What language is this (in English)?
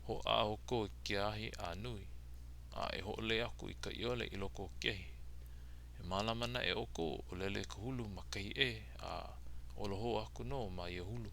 Hawaiian